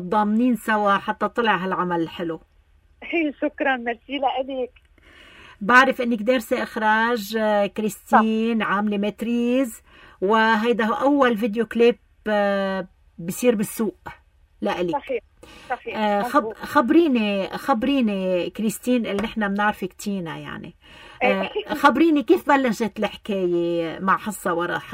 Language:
North Levantine Arabic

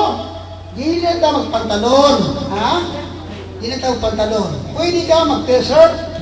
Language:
Cebuano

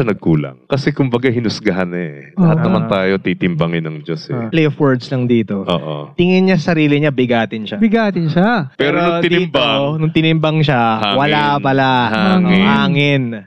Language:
Filipino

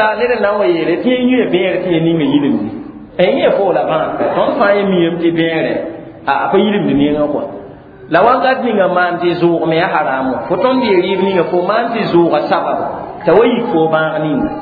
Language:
Mossi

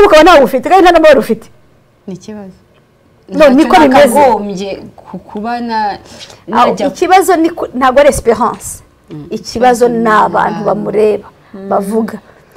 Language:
Kinyarwanda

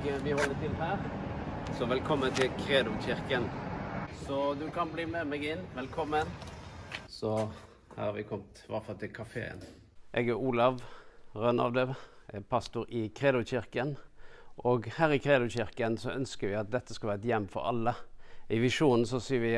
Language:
Norwegian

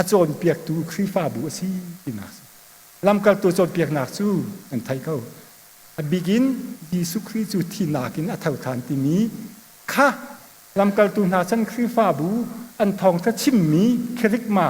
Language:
Hakha Chin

